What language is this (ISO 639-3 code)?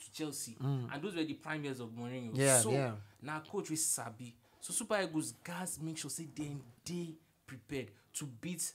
pcm